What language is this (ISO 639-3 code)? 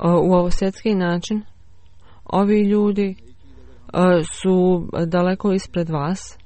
bos